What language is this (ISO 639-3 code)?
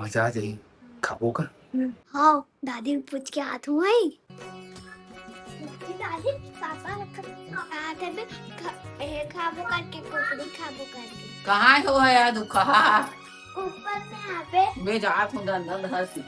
hne